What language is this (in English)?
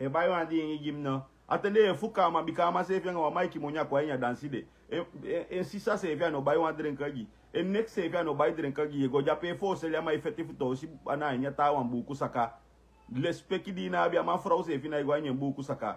Sranan Tongo